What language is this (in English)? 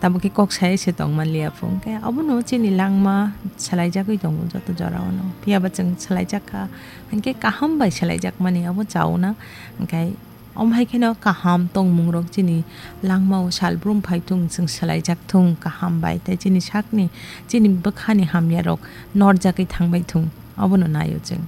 Kok Borok